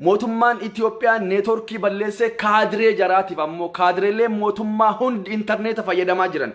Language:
Oromo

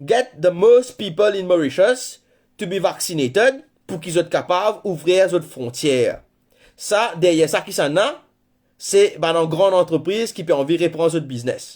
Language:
Morisyen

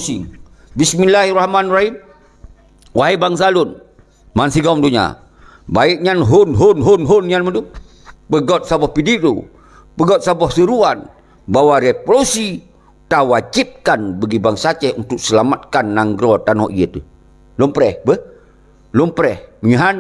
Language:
Achinese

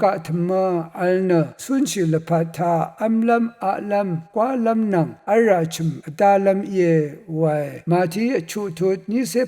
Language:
Rawang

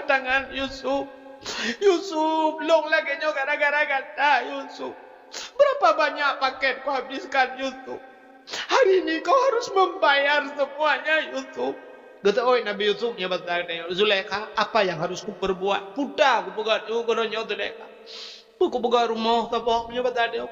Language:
Achinese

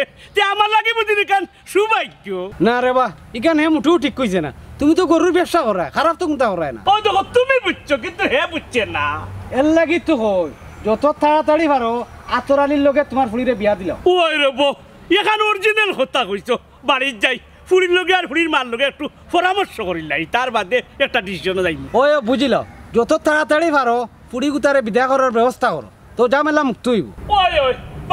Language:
Sylheti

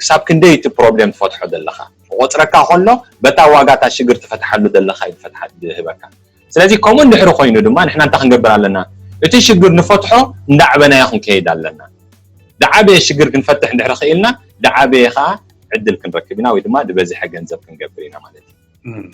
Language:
Tigrinya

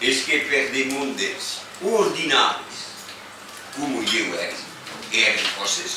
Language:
Occitan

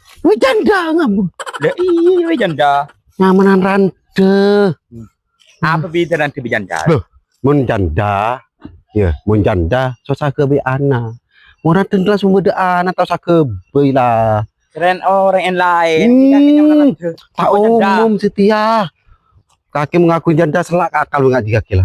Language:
Madurese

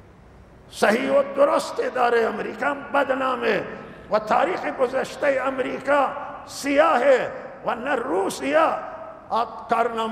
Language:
Persian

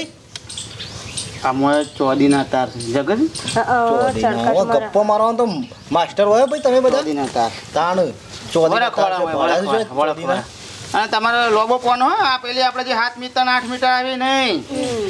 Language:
Gujarati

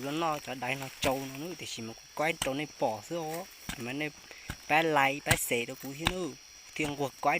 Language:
Hmong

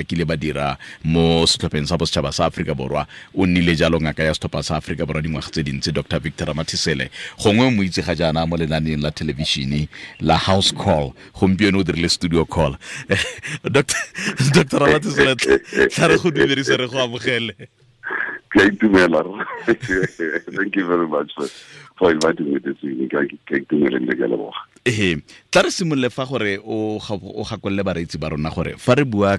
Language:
Tswana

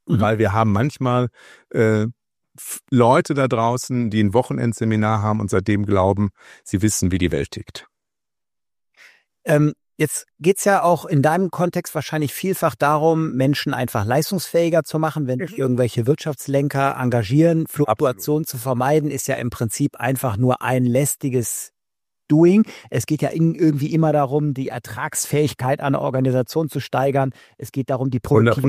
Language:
German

